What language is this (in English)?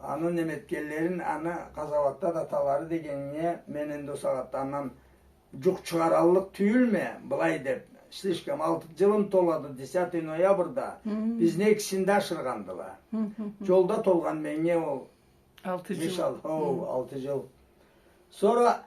Karachay-Balkar